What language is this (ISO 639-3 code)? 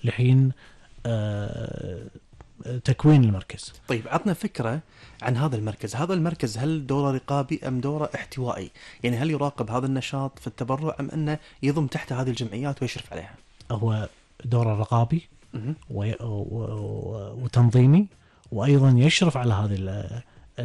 afb